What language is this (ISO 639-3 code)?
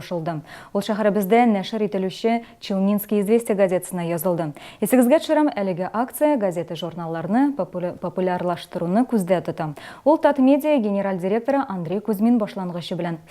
tat